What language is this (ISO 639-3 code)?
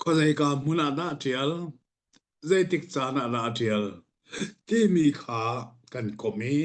cnh